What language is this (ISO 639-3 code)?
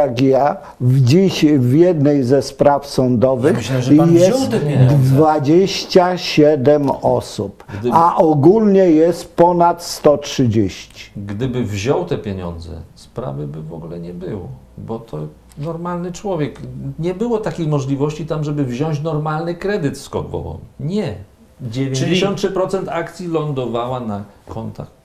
pol